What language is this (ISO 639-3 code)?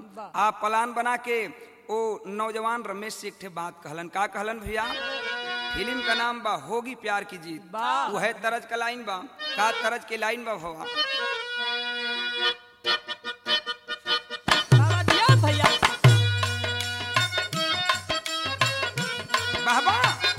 bho